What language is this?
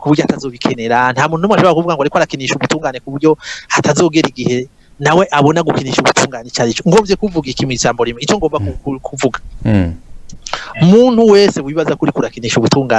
Rundi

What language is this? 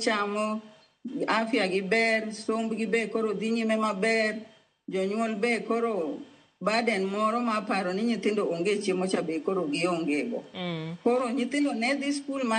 Luo (Kenya and Tanzania)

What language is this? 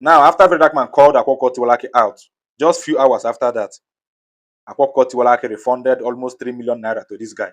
Igbo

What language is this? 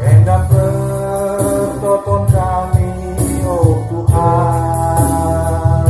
Batak Karo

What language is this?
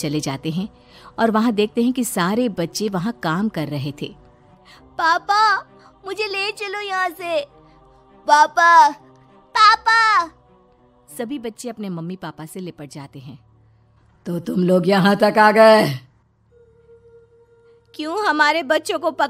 Hindi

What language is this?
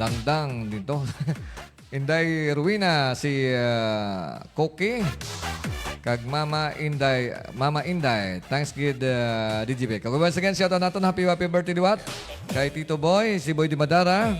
Hiligaynon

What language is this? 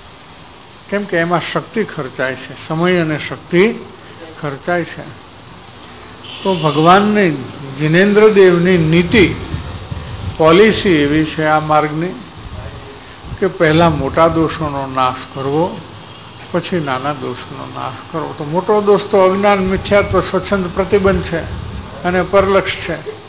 Gujarati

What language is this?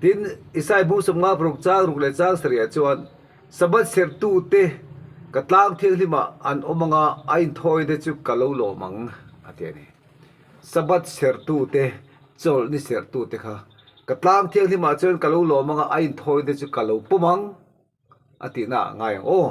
Mizo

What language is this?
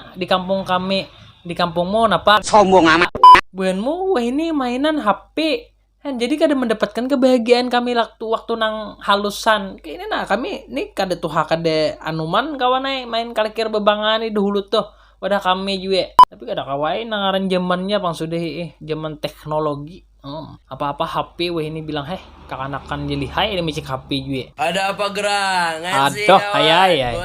Banjar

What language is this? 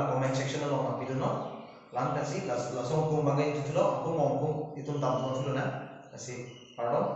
Karbi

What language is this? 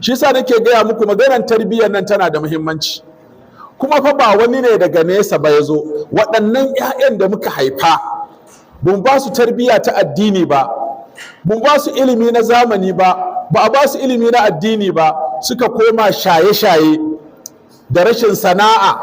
Hausa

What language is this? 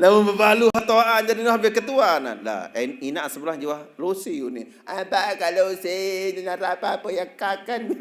Sasak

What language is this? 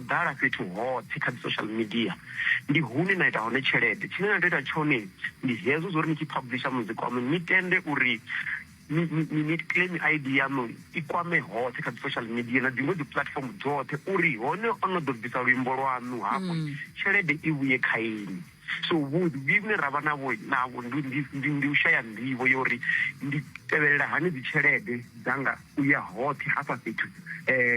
Venda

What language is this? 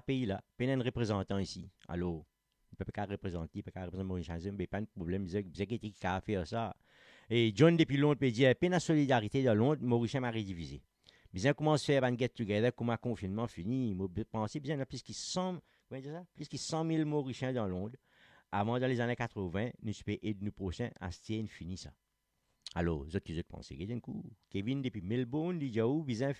Morisyen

